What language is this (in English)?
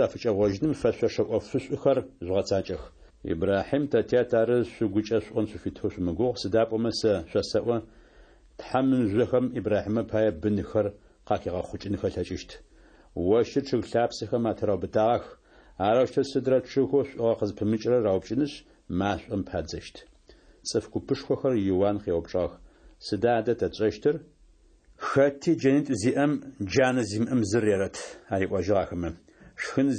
Adyghe